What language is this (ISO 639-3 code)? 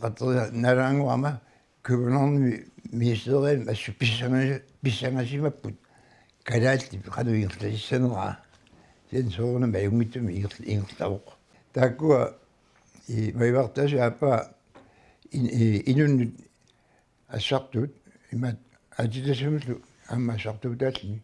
kal